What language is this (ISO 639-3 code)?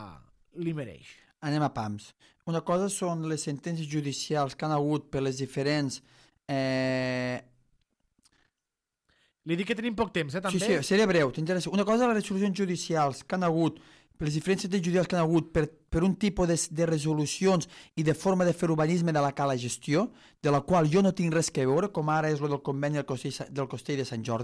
cat